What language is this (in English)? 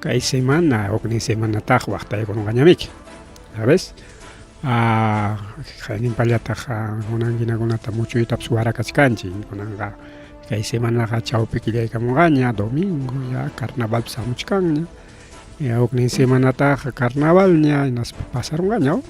Ayacucho Quechua